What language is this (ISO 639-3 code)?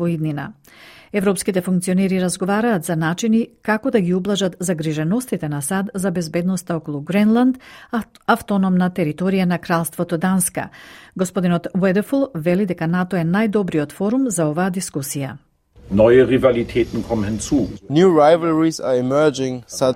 mkd